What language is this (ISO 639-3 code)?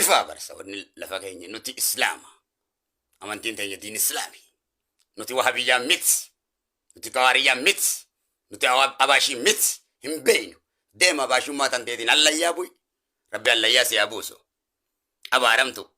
orm